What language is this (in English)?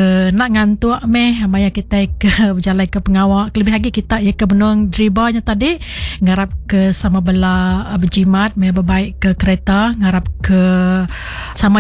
Iban